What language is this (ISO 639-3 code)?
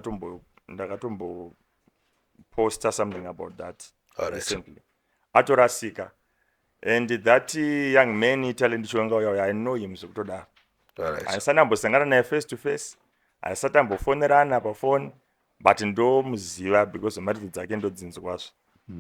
sna